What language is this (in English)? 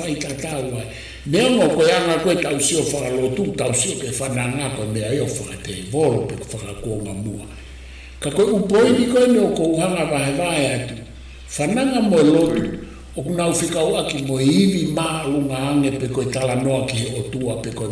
Tongan